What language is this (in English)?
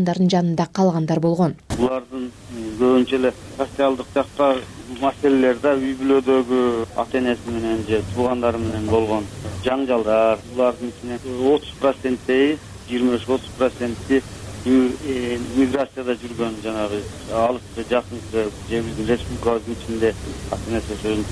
Kyrgyz